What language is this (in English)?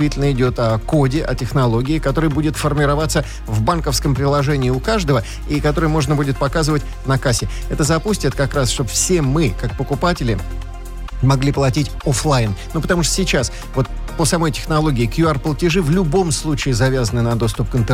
Russian